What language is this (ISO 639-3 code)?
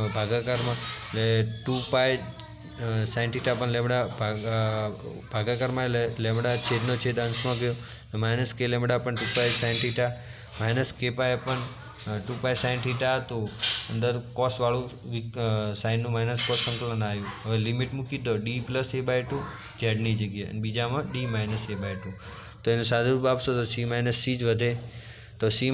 guj